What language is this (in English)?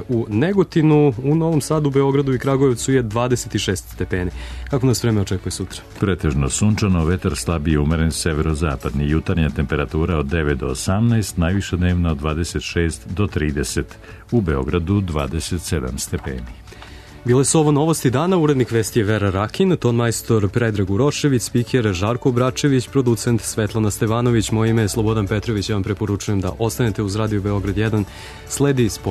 Serbian